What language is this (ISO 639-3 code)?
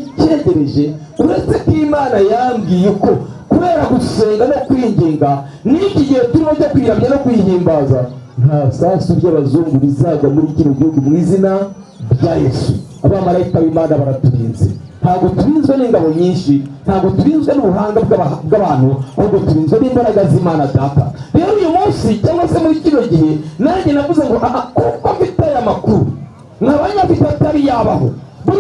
kin